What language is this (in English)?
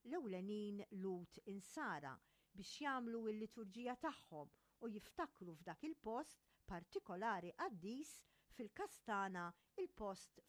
Maltese